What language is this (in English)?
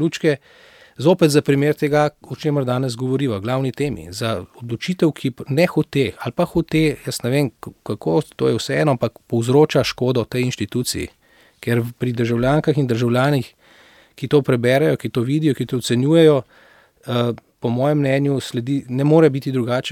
Slovenian